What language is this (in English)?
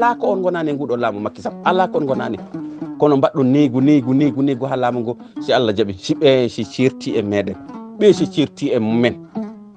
Fula